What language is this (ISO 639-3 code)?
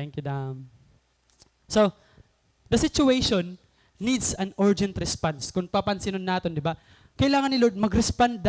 war